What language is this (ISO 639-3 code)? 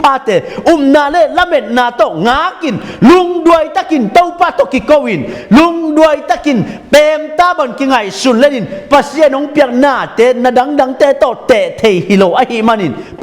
ctd